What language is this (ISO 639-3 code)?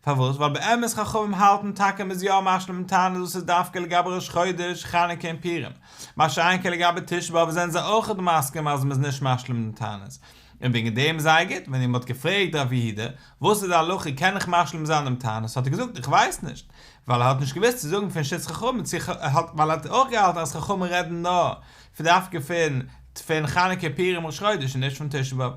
yid